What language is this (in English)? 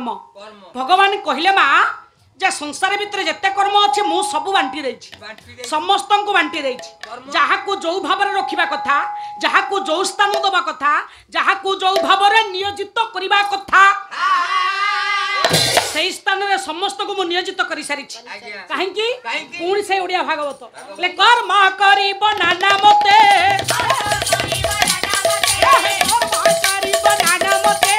Odia